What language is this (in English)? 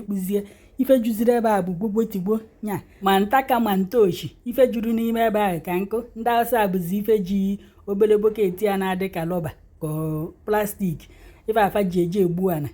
Igbo